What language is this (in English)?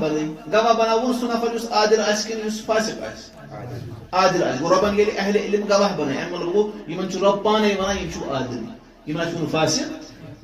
Kashmiri